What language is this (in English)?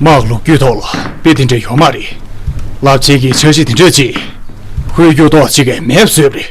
Tibetan